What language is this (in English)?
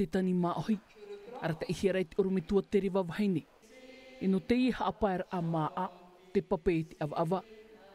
Tahitian